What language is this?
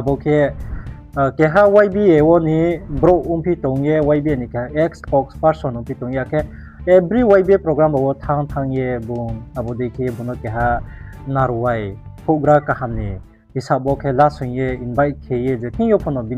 Riang (India)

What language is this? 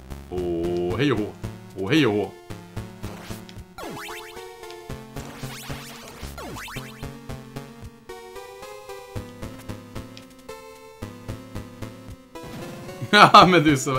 Swedish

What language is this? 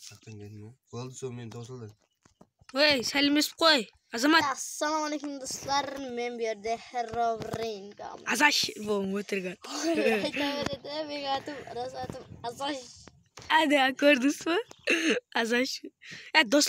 Kara-Kalpak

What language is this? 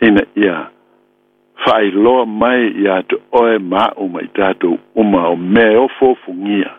Samoan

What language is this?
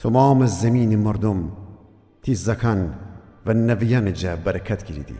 Gilaki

